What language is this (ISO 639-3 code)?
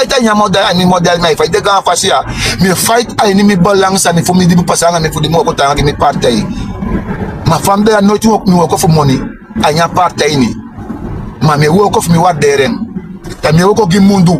srn